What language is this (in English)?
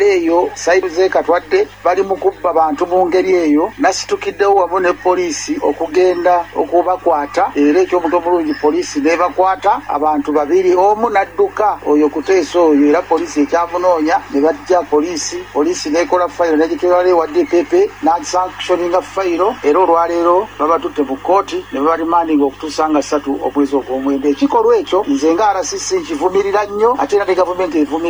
Ganda